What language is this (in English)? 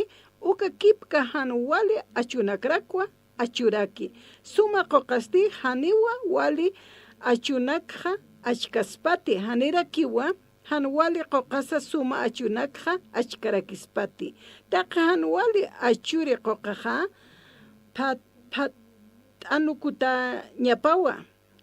Aymara